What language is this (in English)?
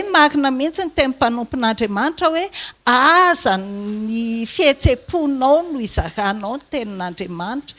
Malagasy